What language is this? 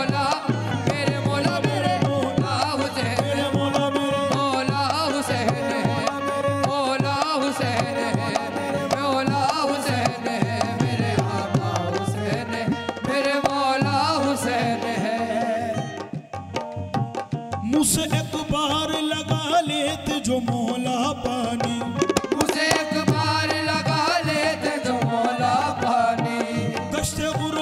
Hindi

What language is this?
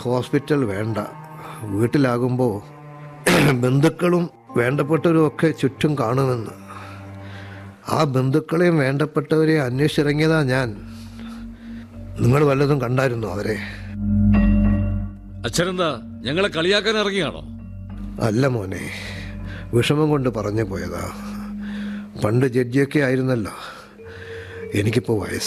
Malayalam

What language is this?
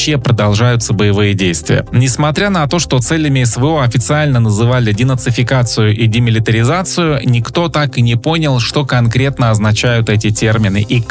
Russian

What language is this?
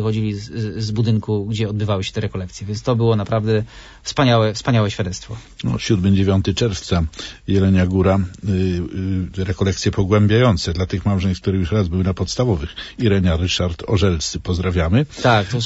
Polish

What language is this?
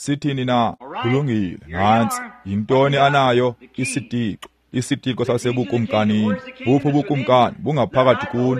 Xhosa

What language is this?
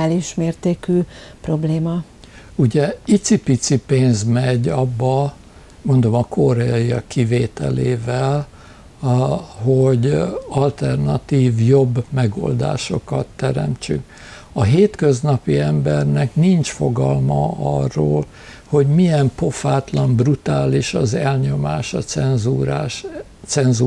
Hungarian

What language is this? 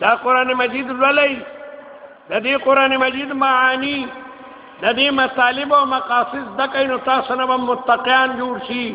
Pashto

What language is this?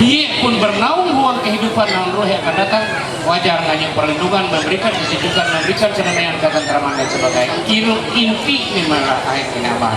Ma'anyan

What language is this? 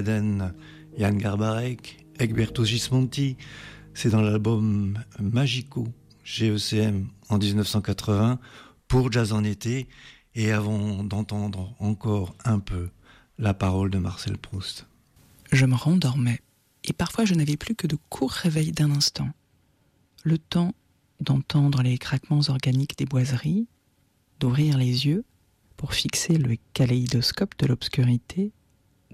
French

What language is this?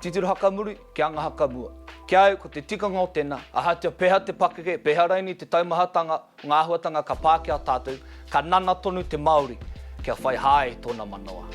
Māori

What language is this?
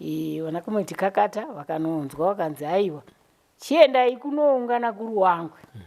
Shona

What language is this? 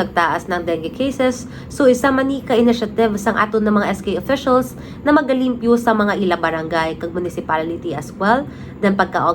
Hiligaynon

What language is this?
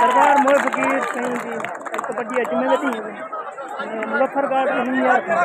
Saraiki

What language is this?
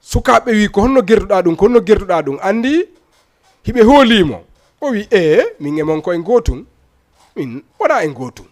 Fula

